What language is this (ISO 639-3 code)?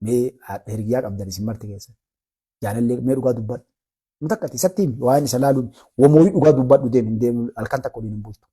orm